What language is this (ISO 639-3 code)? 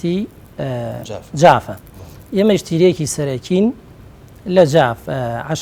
ckb